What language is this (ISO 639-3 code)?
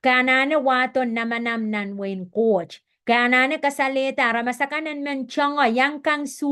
pon